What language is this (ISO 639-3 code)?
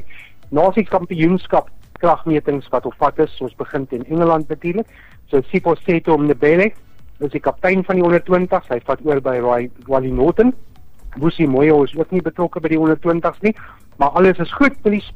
afr